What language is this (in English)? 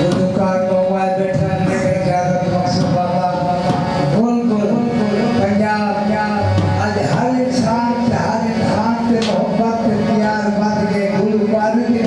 Saraiki